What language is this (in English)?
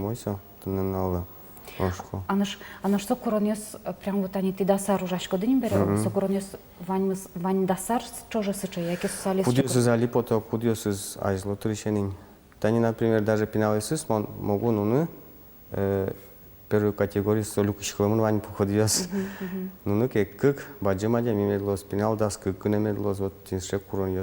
Udmurt